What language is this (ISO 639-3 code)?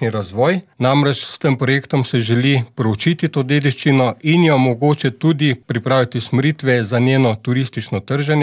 slv